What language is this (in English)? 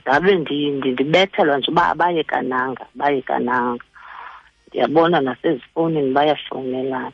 Xhosa